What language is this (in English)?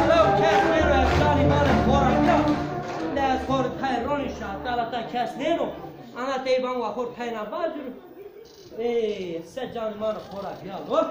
Zaza